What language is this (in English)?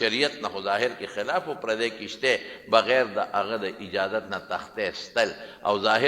Pashto